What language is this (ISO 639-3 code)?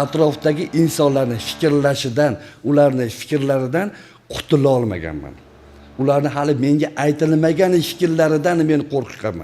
uzb